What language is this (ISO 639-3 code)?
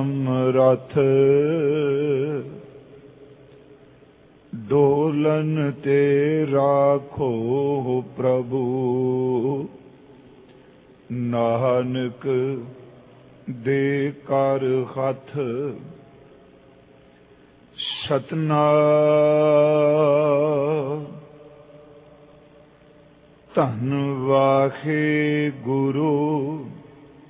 pan